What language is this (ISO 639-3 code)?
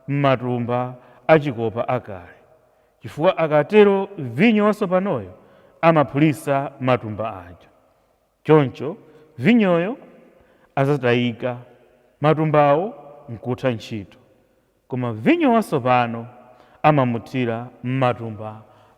nya